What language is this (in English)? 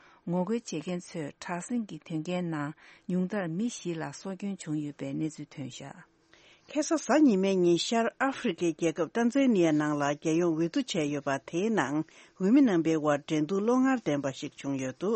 Tibetan